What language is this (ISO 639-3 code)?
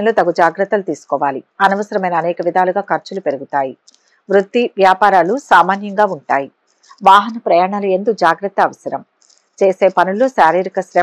tel